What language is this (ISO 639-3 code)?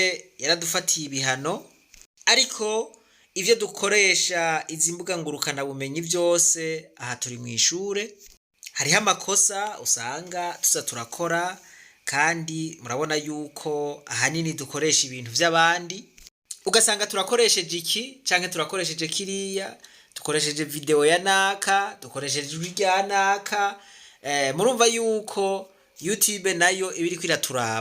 run